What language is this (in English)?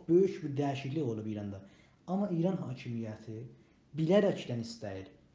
South Azerbaijani